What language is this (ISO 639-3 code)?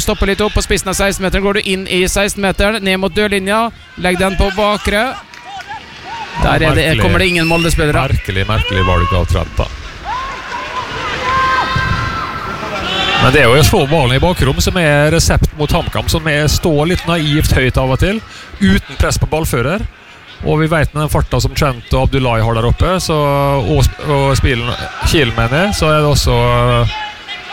nor